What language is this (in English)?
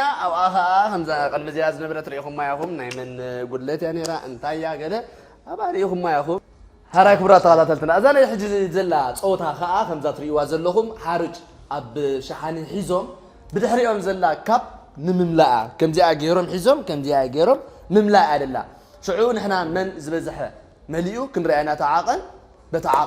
Tigrinya